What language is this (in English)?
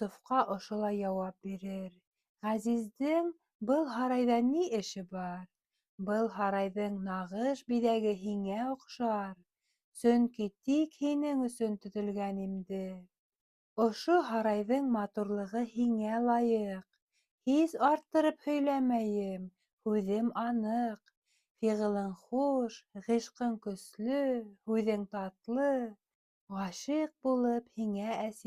Bashkir